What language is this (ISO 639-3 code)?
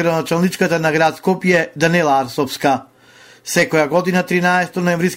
mkd